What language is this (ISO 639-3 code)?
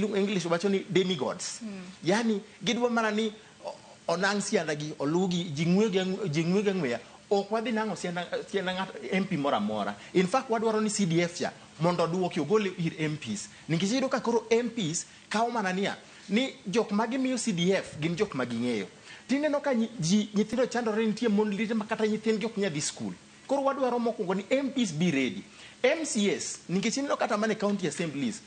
luo